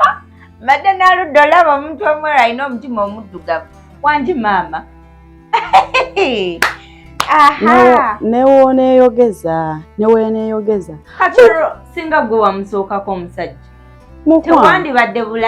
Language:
Ganda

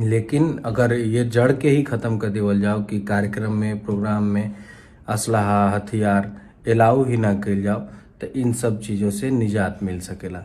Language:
Bhojpuri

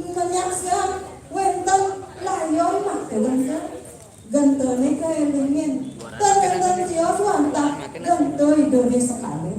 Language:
Balinese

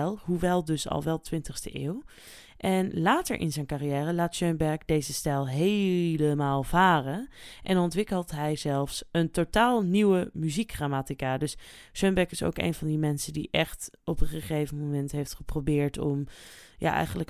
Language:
Dutch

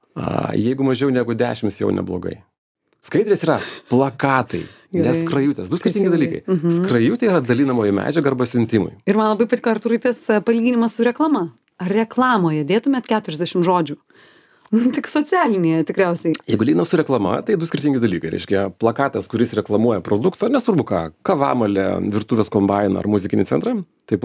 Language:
Lithuanian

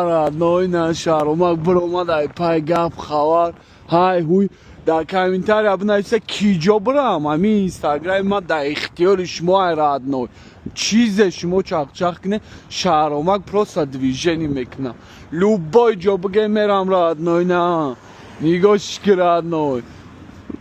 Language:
Tajik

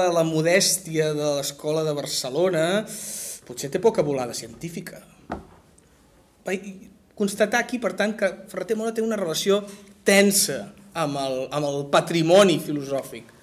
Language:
Catalan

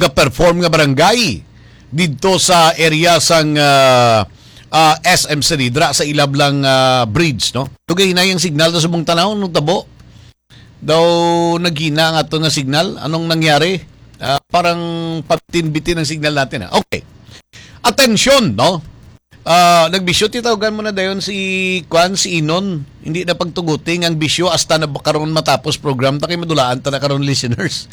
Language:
Hiligaynon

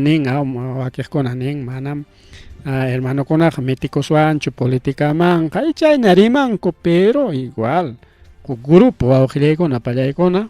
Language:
Ayacucho Quechua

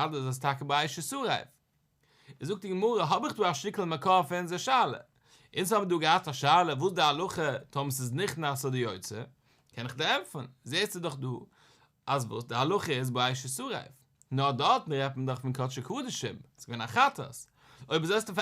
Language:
Yiddish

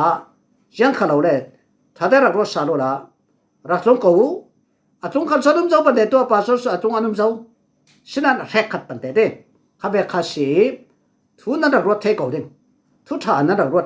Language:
Falam Chin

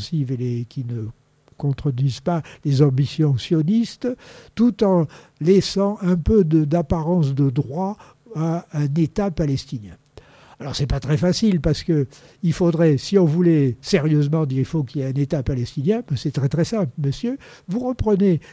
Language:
French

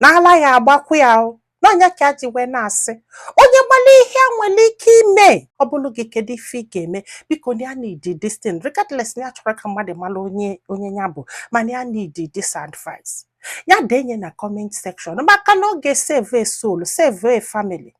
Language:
Igbo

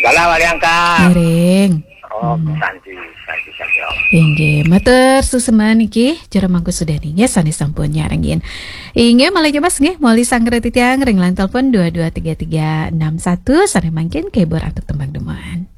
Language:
Balinese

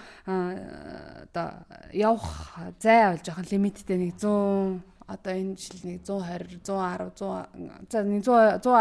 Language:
Mongolian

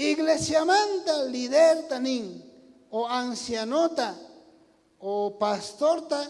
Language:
South Bolivian Quechua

